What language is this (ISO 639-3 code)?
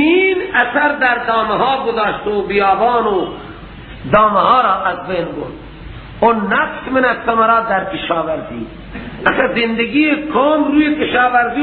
fas